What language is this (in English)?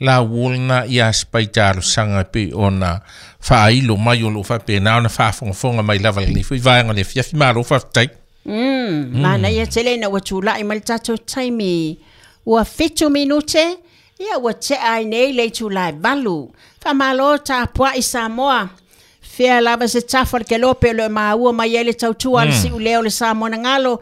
Samoan